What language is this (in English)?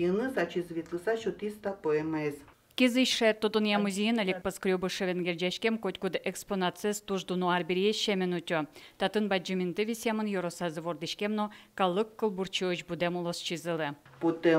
Udmurt